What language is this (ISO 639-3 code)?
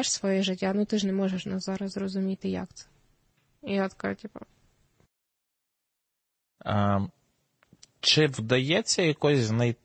ukr